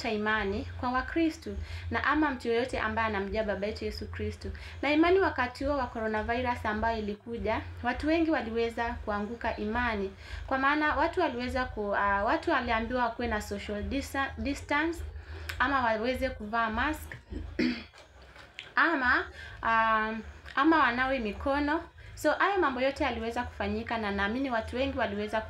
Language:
Swahili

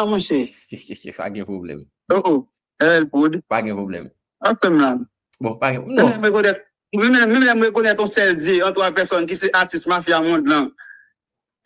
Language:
Haitian Creole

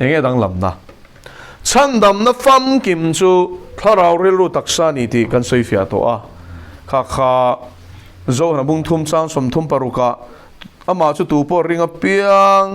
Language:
Mizo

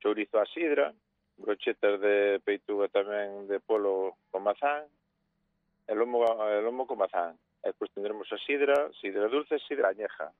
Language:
Galician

